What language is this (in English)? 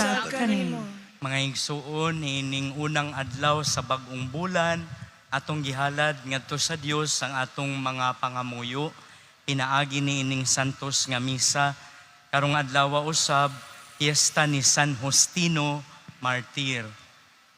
Cebuano